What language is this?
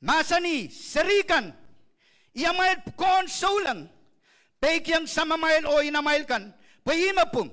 Pohnpeian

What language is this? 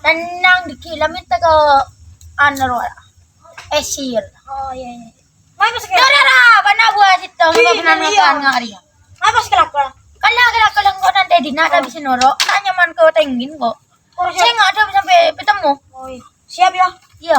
Madurese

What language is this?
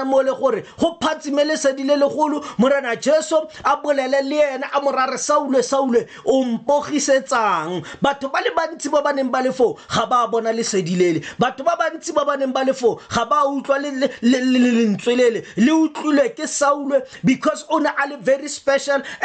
Tswana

